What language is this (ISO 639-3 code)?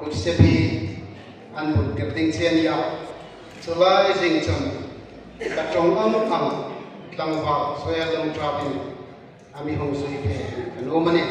hmr